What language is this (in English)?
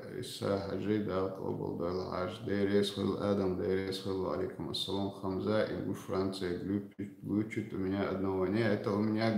Chechen